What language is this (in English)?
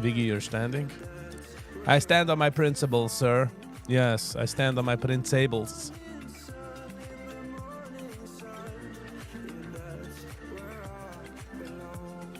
Yiddish